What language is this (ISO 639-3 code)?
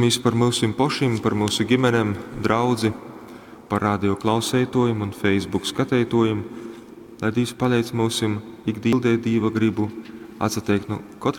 ltg